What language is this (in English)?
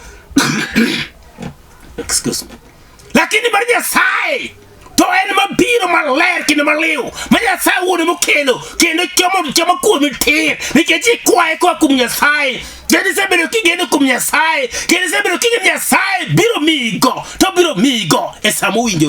Luo (Kenya and Tanzania)